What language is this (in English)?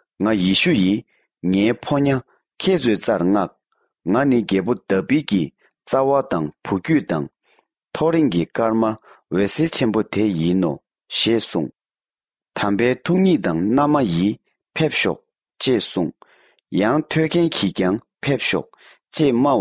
Tibetan